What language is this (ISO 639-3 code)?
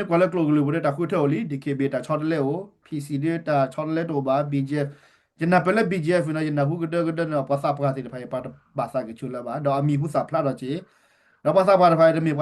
ksw